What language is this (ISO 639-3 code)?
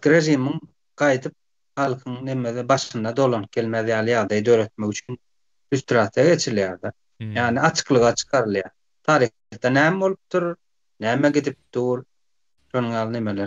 tuk